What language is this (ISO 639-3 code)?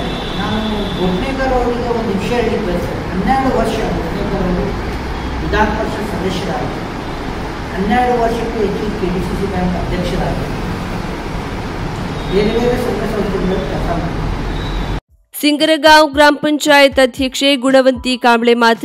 kan